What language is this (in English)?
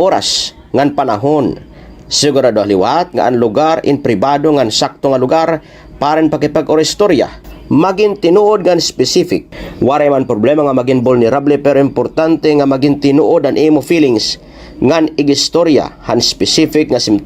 Waray